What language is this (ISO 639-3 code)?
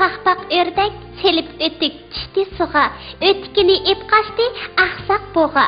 uig